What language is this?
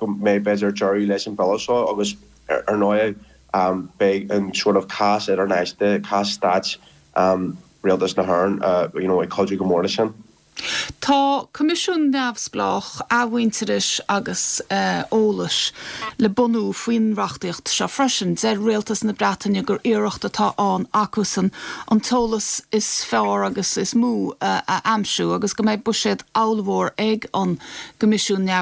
Irish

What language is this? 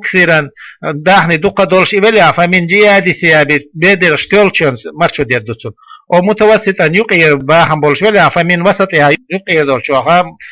Chechen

